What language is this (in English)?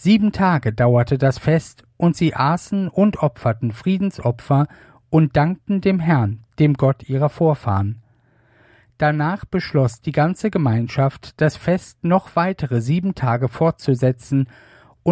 German